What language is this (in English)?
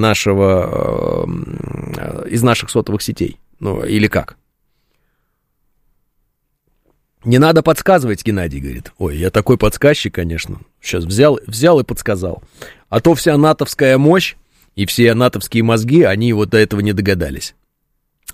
Russian